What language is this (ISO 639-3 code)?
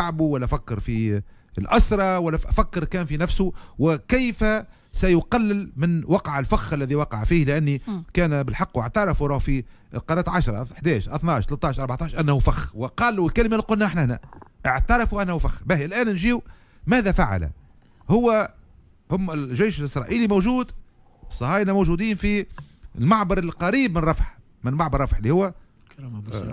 aeb